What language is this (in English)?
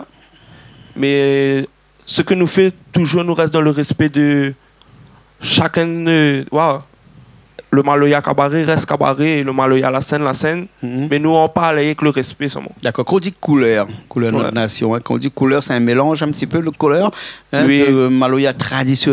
Réunion Creole French